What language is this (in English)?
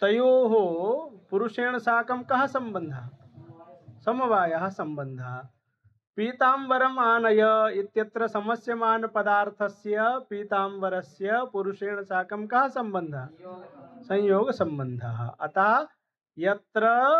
Sanskrit